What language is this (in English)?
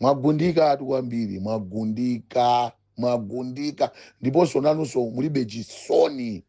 Nyanja